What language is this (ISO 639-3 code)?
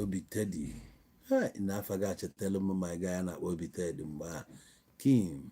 ibo